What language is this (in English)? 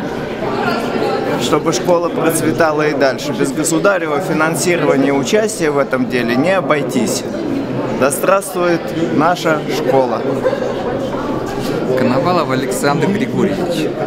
Russian